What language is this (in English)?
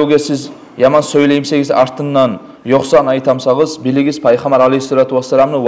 Kumyk